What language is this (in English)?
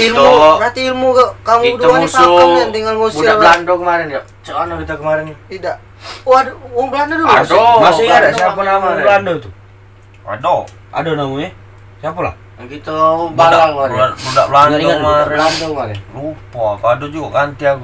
Musi